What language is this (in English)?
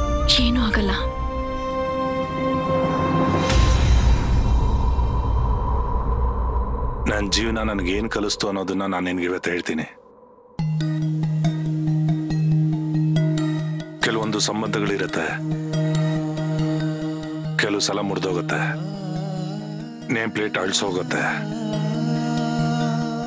Kannada